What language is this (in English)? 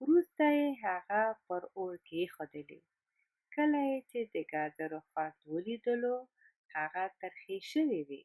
Pashto